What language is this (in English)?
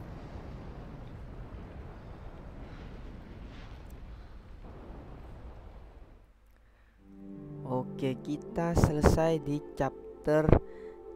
Indonesian